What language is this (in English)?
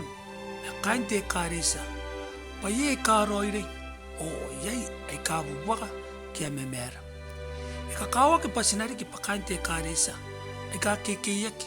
Gilbertese